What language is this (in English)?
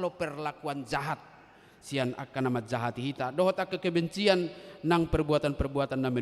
Batak Toba